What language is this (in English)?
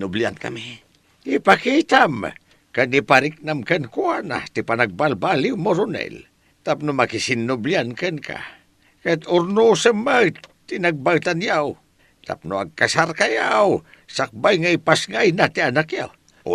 Iloko